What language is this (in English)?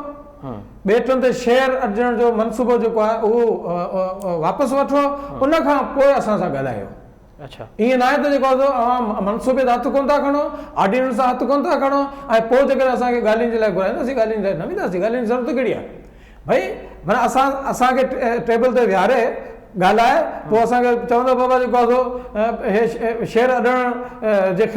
Sindhi